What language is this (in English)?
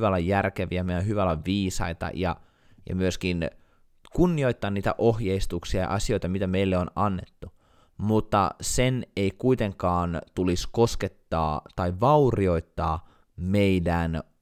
Finnish